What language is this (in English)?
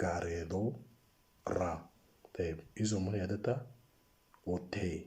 Moro